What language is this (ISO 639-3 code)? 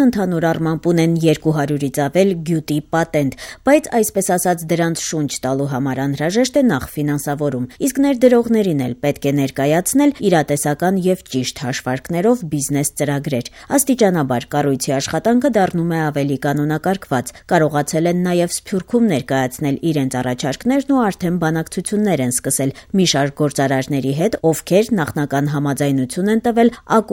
hye